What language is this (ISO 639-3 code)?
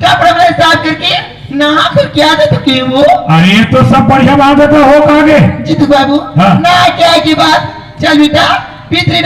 hne